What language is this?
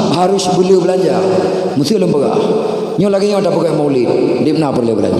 Achinese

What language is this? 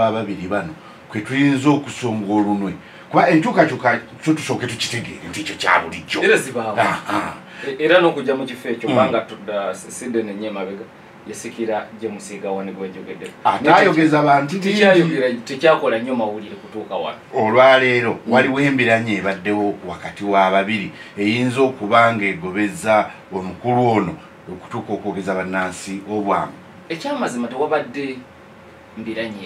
Ganda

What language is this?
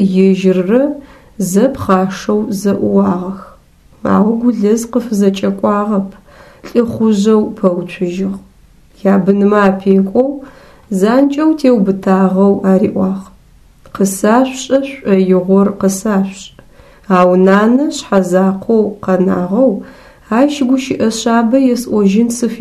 Adyghe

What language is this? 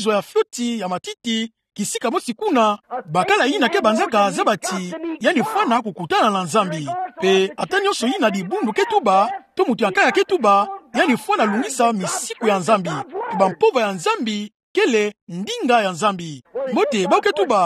Kituba (Democratic Republic of Congo)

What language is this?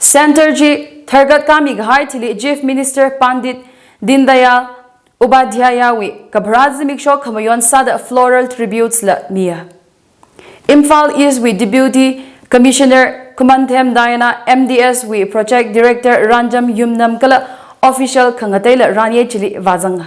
Tangkhul Naga (India)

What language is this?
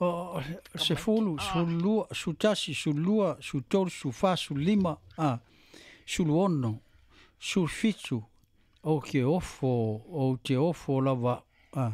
Samoan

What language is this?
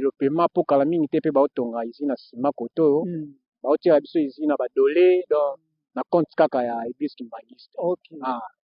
Lingala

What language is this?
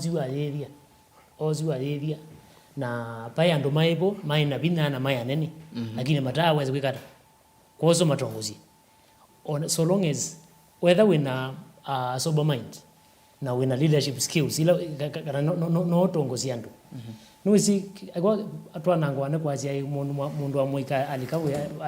Kamba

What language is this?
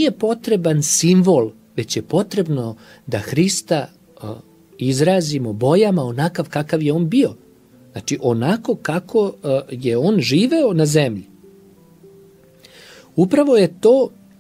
Serbian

